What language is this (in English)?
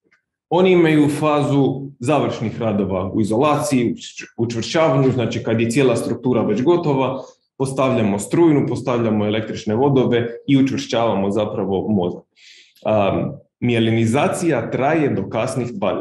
Croatian